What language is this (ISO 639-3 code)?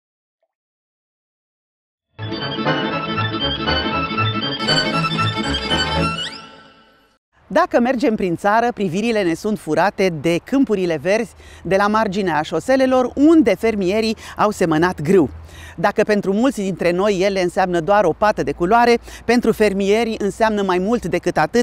ron